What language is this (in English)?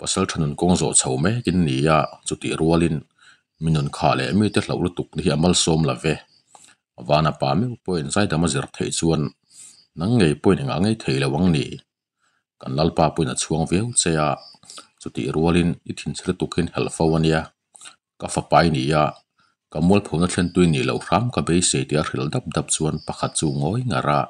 Mizo